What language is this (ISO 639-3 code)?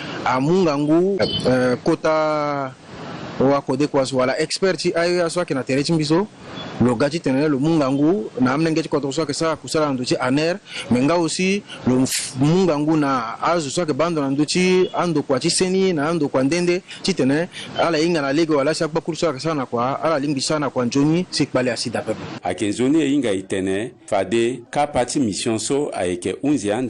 sag